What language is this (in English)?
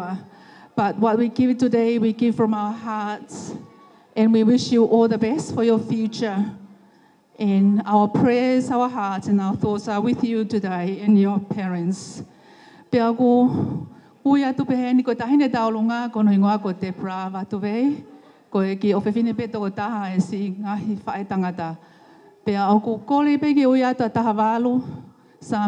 Tongan